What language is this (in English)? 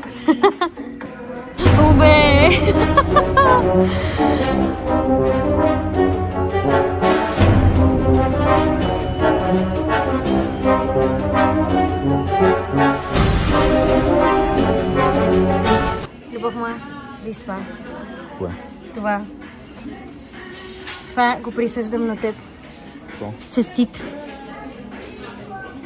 Bulgarian